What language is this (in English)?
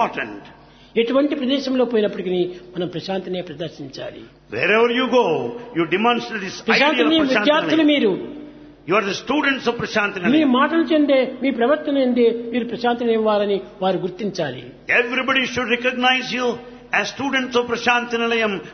Telugu